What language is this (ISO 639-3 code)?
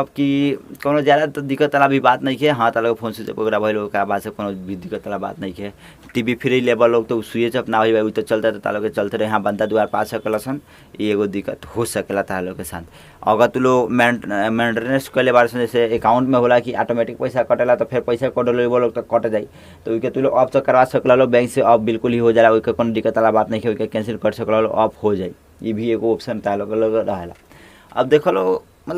bho